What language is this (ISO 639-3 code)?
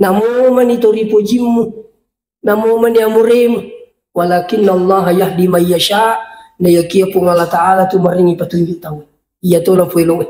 bug